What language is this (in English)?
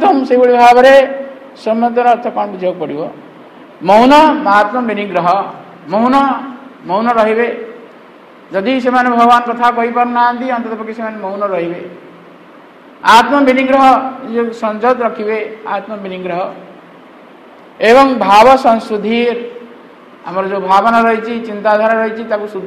Odia